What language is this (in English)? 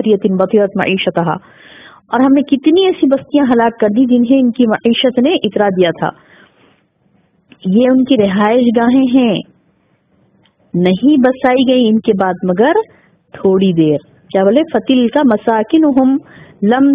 Urdu